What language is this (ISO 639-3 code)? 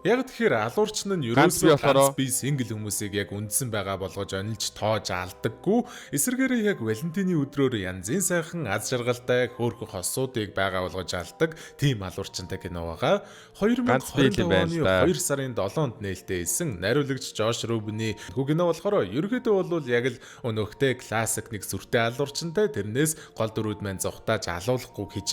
mon